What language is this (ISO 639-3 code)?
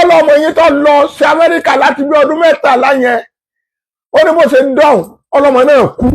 yor